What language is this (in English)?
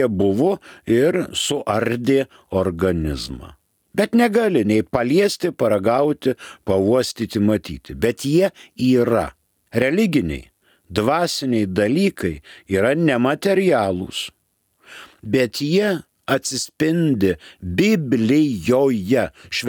Lithuanian